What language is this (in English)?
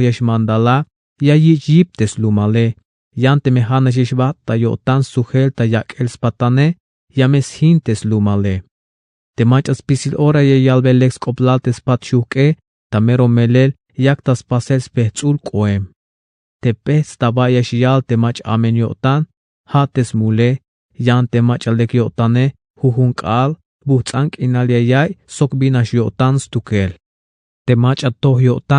Tzeltal